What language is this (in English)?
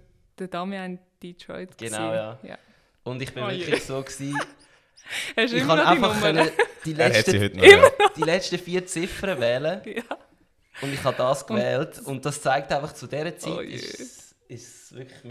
Swiss German